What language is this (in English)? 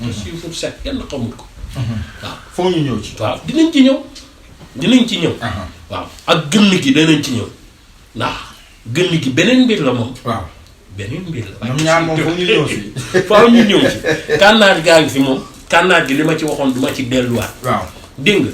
Wolof